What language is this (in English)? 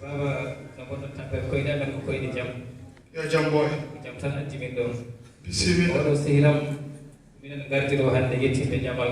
Fula